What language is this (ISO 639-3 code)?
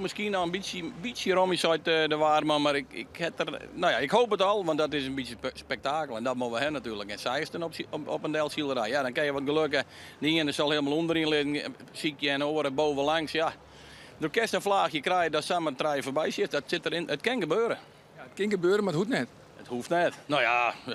fry